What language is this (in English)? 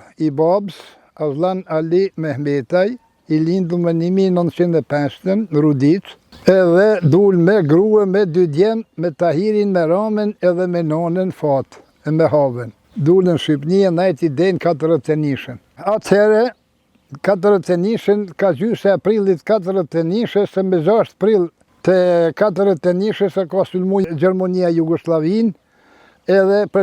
Albanian